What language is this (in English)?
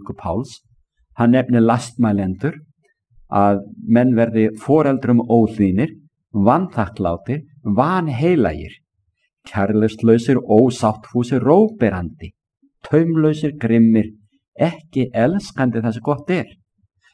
Icelandic